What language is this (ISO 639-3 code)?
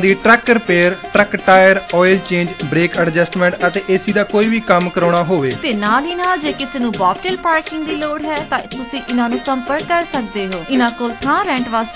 pan